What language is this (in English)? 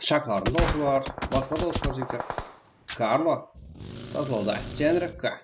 Kara-Kalpak